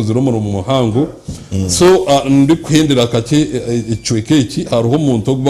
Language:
Nyankole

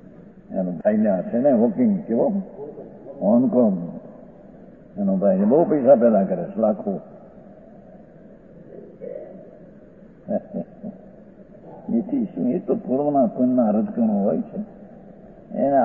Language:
Gujarati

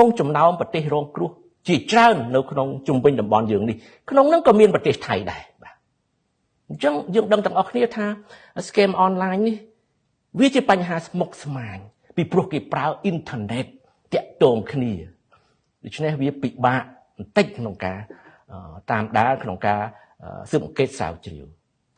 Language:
Khmer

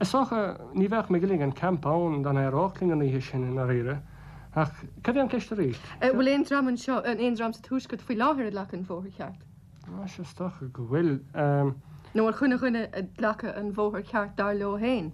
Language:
Irish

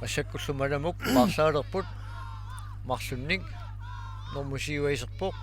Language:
Kalaallisut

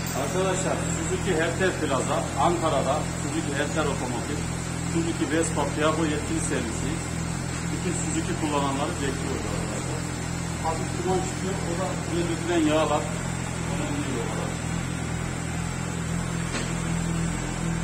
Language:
Turkish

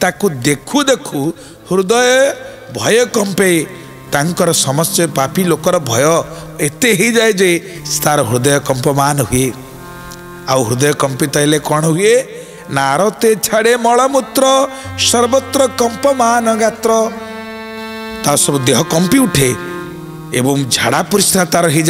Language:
Odia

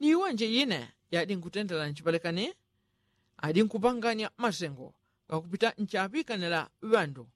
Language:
Yao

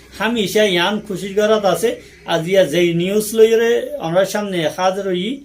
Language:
Rohingya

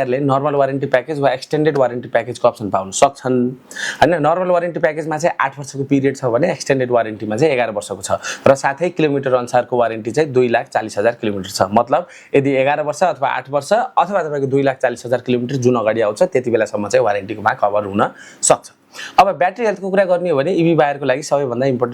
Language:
Nepali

